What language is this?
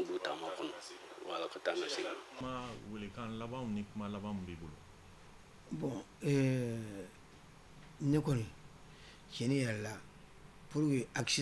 Bambara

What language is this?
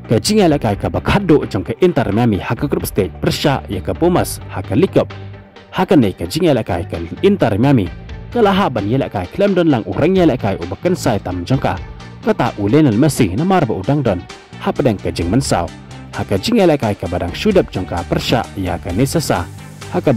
Khasi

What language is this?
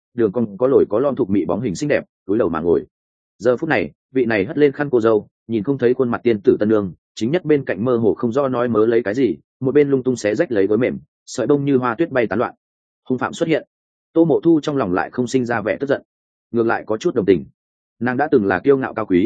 Vietnamese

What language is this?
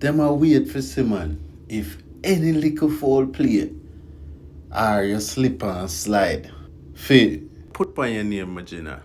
Jamaican Creole English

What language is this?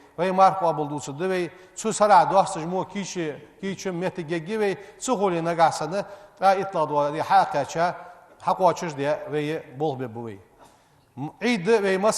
Ingush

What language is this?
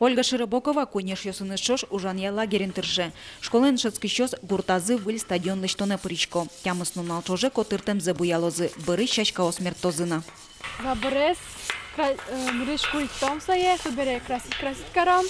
Udmurt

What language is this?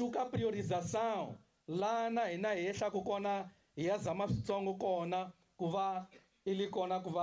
Tsonga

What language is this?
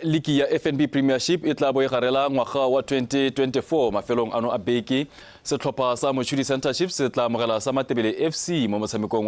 Tswana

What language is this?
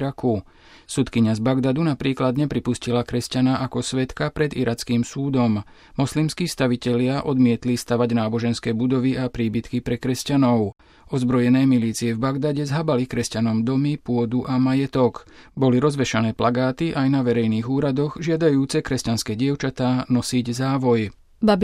Slovak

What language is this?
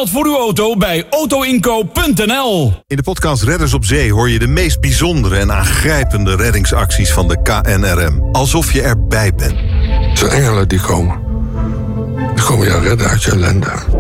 Dutch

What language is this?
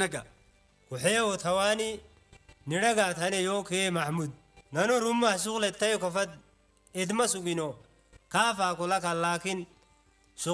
Tigrinya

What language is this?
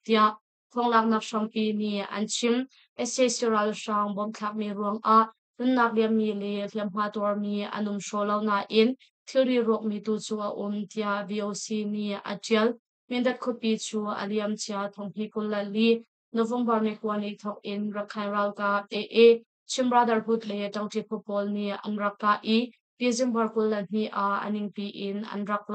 Hakha Chin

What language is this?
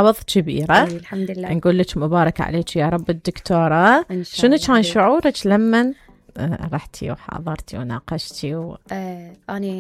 Mesopotamian Arabic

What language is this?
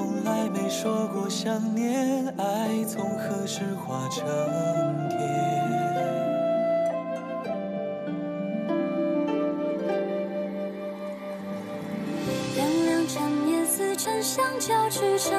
Chinese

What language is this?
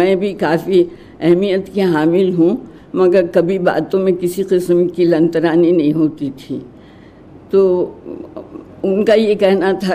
Urdu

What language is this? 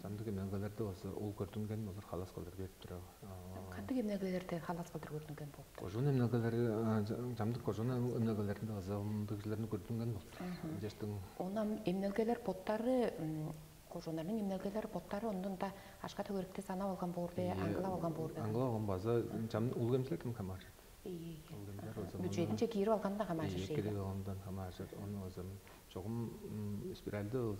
Tuvinian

